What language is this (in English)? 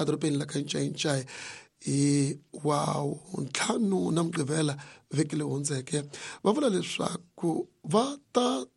Tsonga